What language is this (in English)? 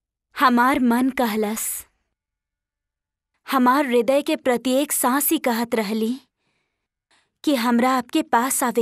Bhojpuri